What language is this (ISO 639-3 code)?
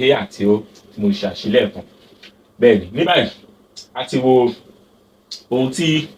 yor